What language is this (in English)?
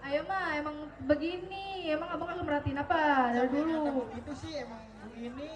Betawi